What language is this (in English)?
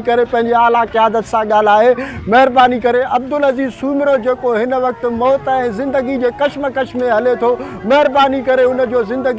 Sindhi